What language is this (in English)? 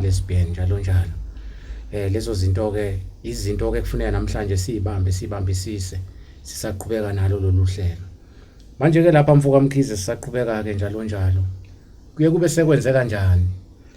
Zulu